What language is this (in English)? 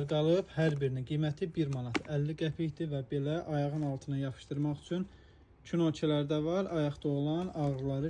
Azerbaijani